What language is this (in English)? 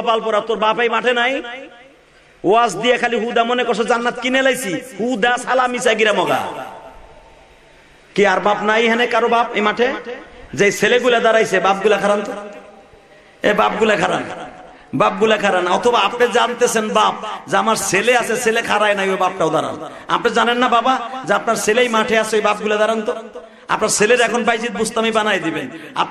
Bangla